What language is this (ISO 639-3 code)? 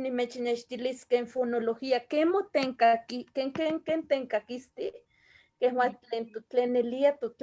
nhe